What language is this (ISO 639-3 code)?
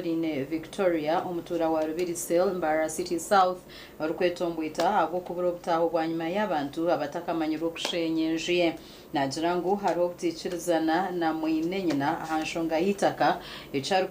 nyn